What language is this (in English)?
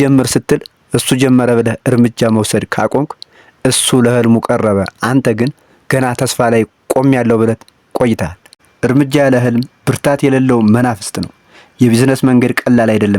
Amharic